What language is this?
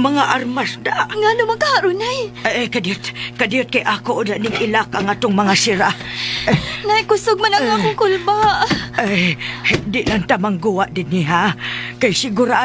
Cebuano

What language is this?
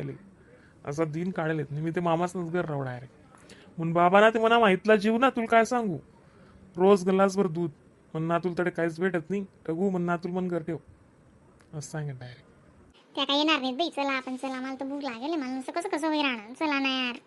Khandesi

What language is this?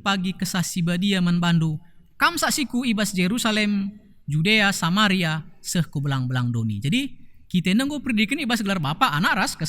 Batak Karo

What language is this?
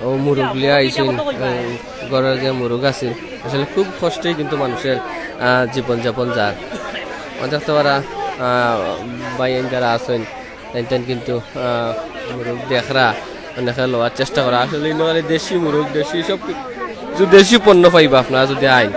Sylheti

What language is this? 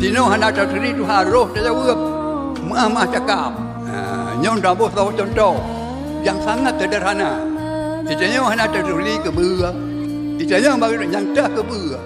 Achinese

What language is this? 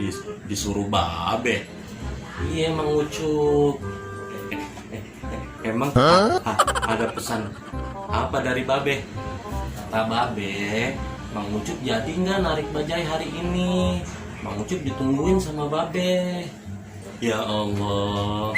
Betawi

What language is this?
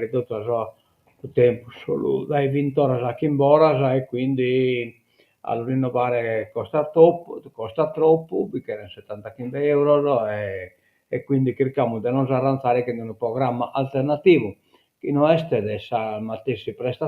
Sardinian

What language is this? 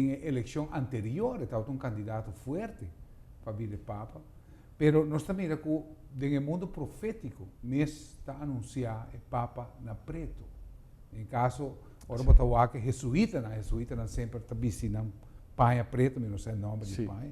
Papiamento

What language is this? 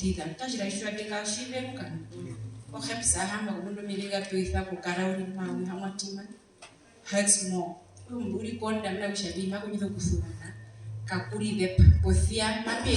Herero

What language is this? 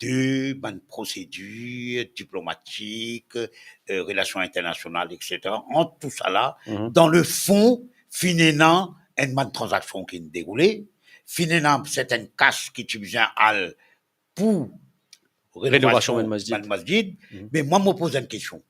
Morisyen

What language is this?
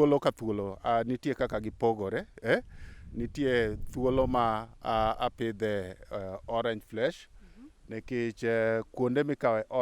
Luo (Kenya and Tanzania)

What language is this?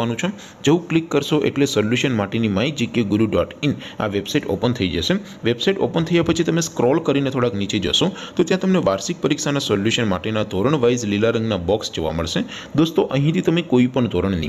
Gujarati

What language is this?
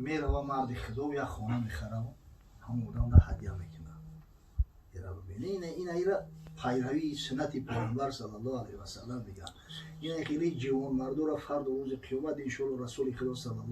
Tajik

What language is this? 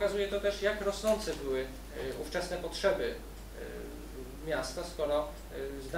Polish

